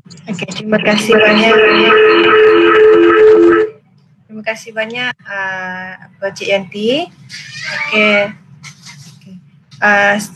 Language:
Malay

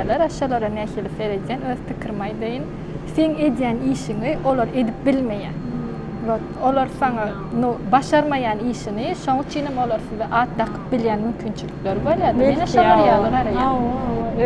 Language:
Turkmen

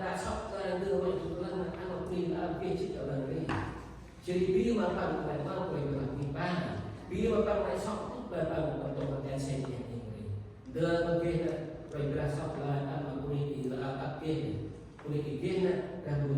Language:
Central Mnong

